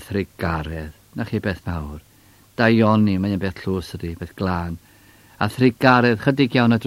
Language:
Welsh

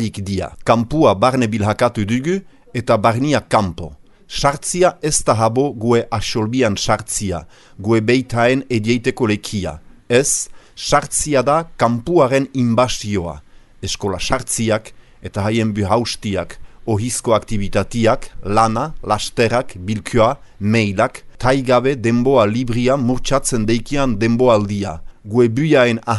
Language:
Basque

